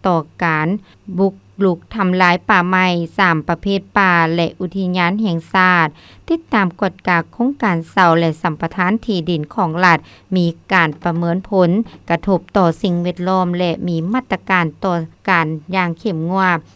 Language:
Lao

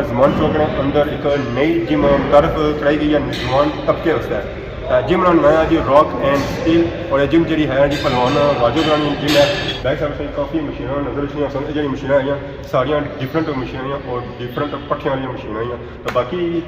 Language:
Pahari-Potwari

